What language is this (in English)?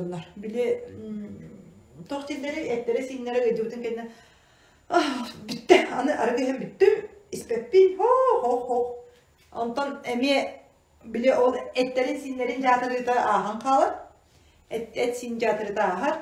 Yakut